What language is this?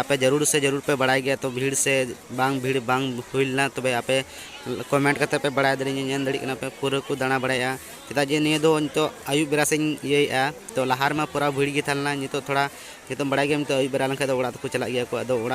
Santali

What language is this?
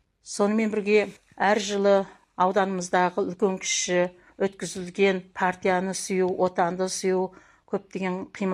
Kazakh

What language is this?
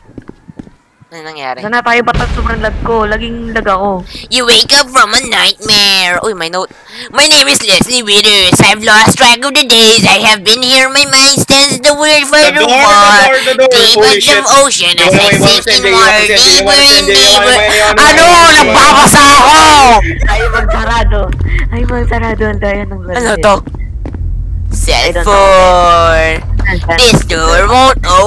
Filipino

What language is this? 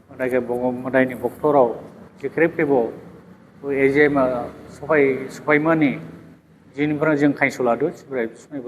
Dimasa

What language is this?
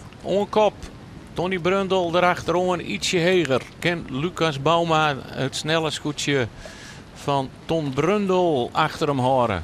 Western Frisian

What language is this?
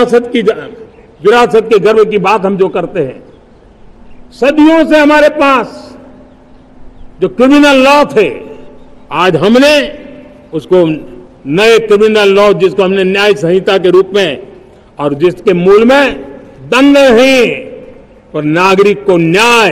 Hindi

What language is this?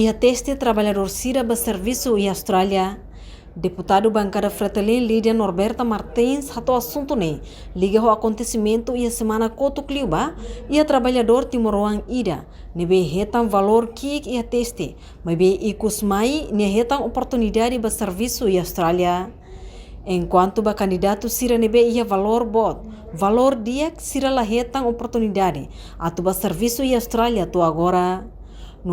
Tetum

